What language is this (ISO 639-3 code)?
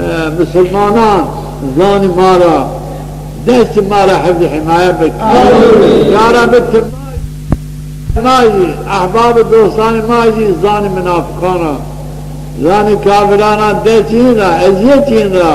zza